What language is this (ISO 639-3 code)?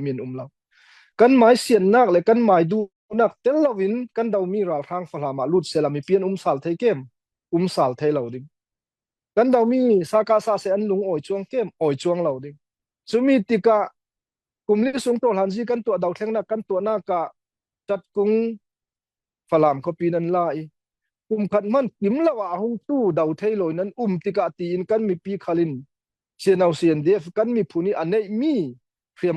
cfm